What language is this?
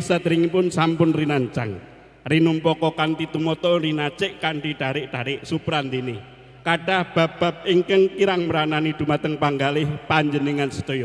Javanese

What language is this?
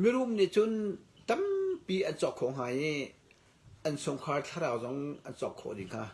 Hakha Chin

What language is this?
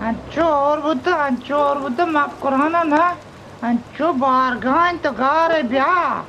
Eastern Balochi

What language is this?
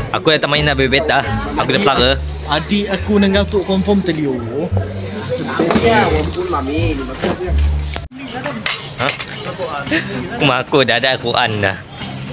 Malay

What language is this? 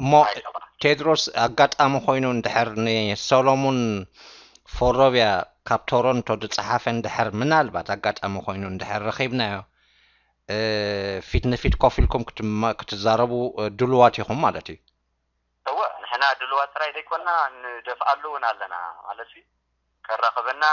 Tigrinya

